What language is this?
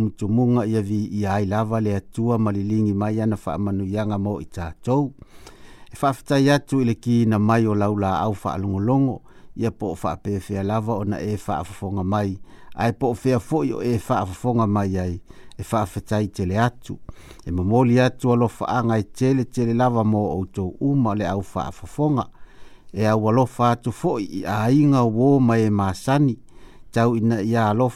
Samoan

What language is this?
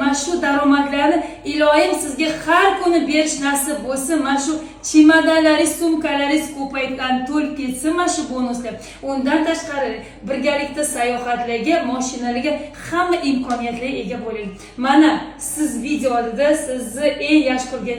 Uzbek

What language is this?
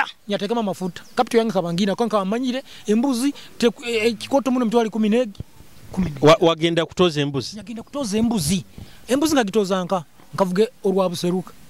Nyoro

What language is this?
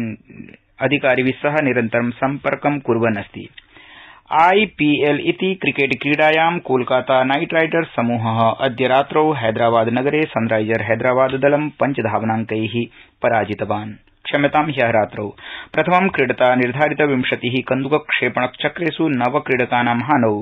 Sanskrit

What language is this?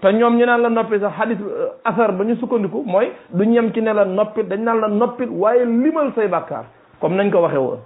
Wolof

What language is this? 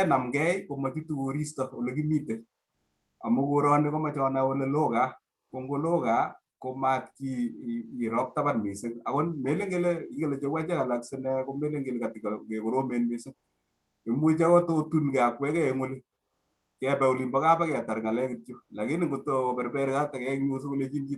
Kalenjin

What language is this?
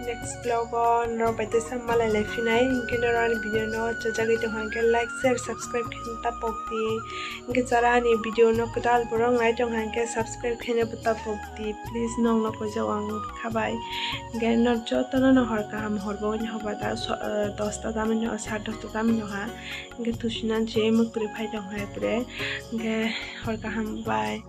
Kok Borok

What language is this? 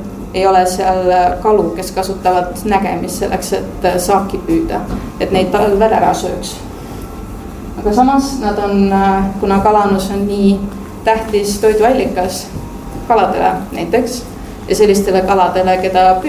Estonian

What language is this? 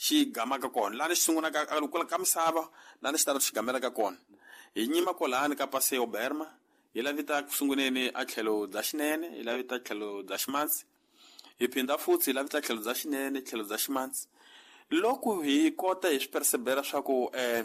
Tsonga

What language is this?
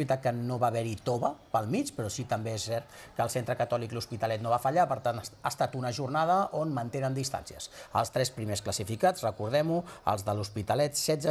Catalan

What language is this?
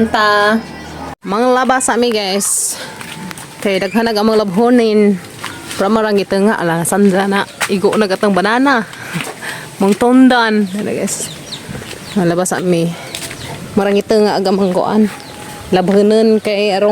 Cebuano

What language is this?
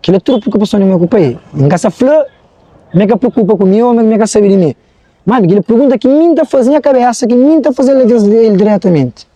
Kabuverdianu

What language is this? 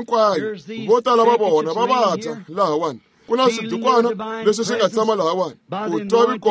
Tsonga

